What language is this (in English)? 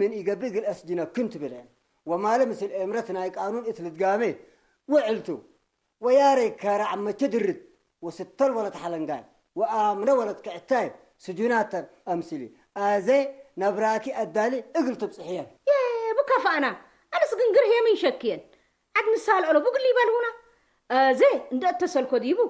Tigre